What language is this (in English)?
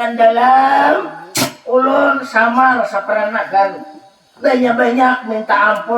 Banjar